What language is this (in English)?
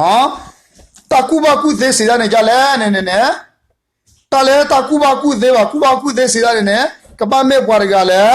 S'gaw Karen